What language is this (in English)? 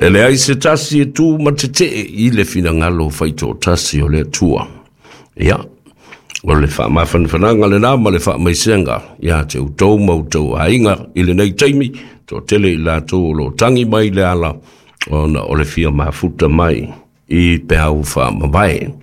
Samoan